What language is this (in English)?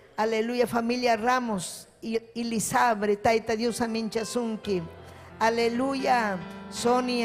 Ayacucho Quechua